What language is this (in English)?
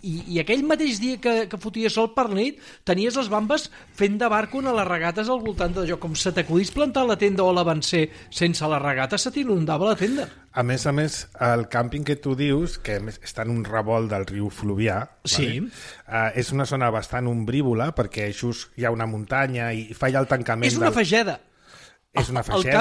Catalan